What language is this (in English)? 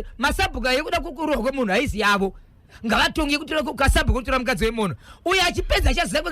Shona